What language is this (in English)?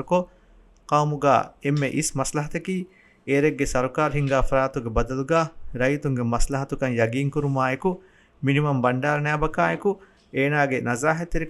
Divehi